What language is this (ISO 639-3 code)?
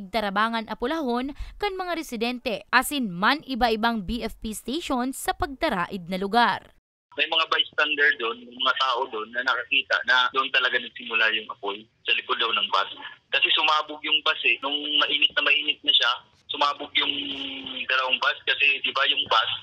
bik